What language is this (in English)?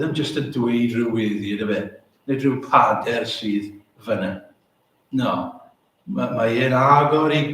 Welsh